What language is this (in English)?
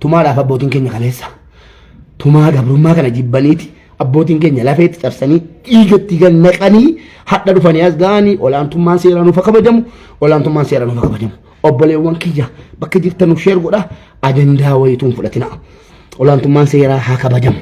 Oromo